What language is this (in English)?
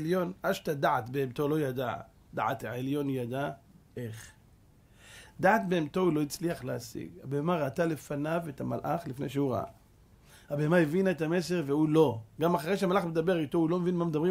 Hebrew